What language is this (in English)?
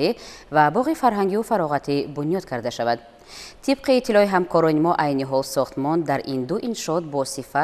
Tajik